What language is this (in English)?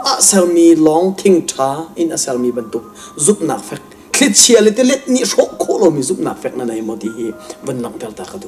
Hakha Chin